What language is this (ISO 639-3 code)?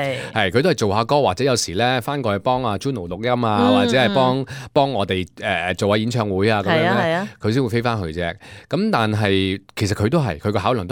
yue